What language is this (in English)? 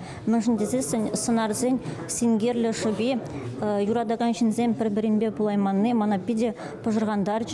Chuvash